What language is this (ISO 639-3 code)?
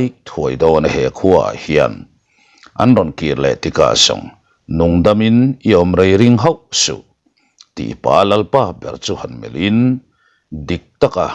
lus